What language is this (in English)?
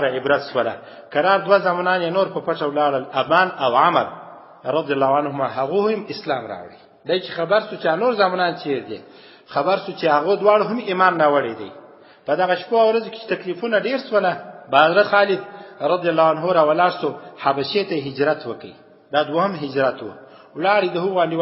Pashto